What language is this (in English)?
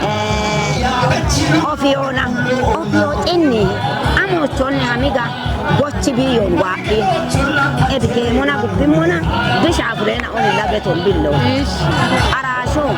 Kafa